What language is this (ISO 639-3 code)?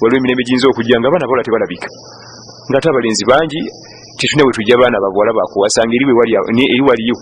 lug